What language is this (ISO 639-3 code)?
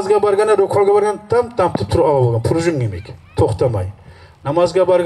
kum